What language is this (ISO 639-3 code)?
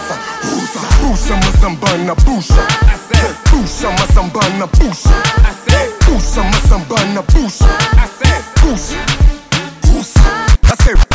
por